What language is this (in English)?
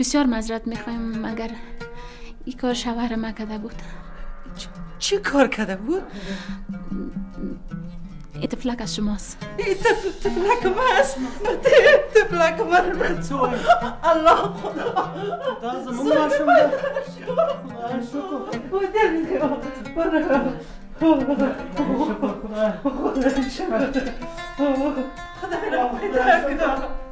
Persian